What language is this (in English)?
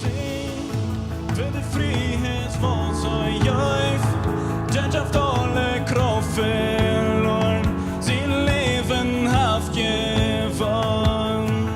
Plautdietsch